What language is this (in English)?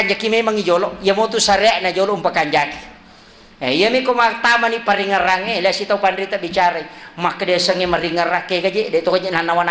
Buginese